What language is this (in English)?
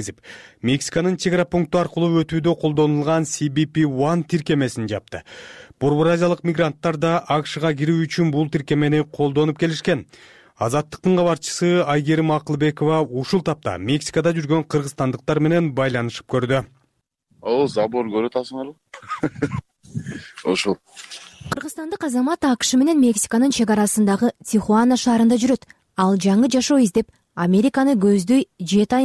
Kyrgyz